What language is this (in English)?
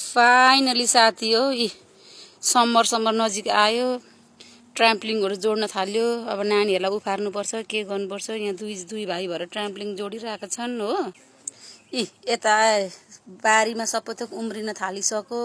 Nepali